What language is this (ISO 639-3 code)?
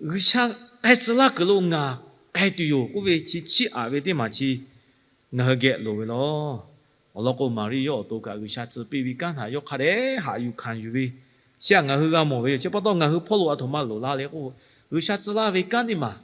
lhu